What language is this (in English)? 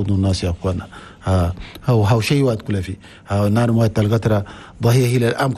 Chadian Arabic